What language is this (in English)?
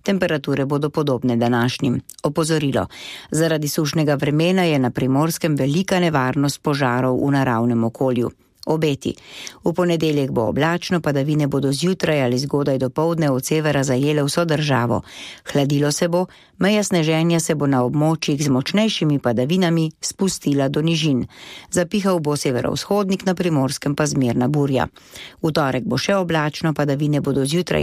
Slovenian